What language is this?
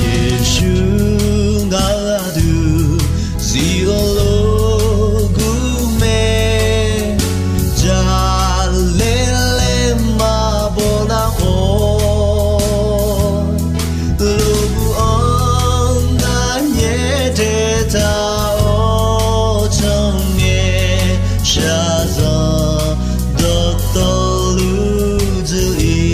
Akha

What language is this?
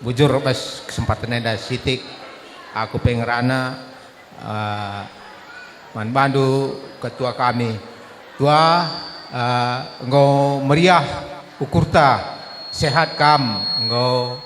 Batak Karo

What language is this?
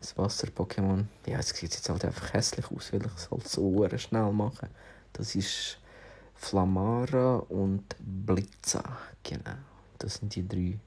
Swiss German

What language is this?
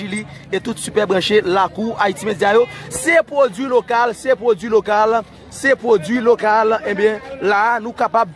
Haitian Creole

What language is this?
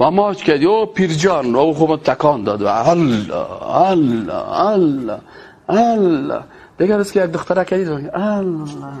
Persian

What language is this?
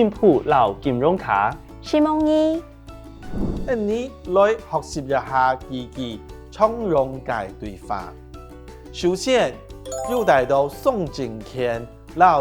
Hakka Chinese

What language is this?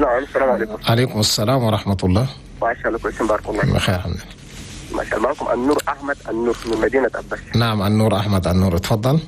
Chadian Arabic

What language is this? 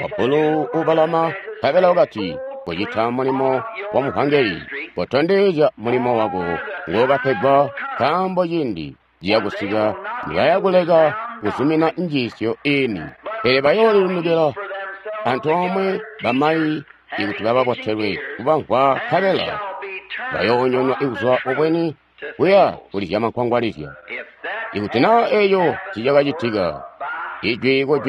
Tonga (Zambia)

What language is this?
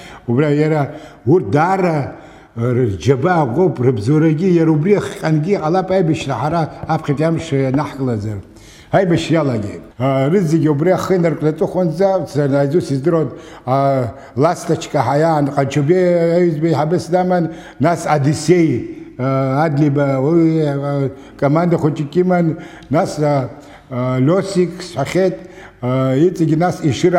Abkhazian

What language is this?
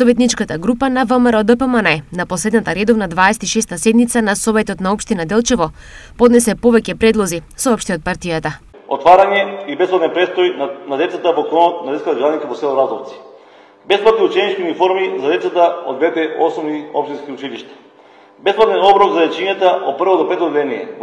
Macedonian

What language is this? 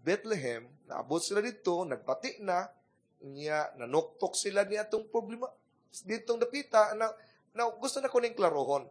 Cebuano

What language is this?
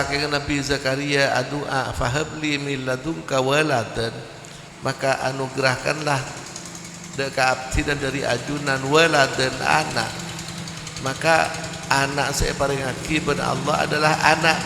Madurese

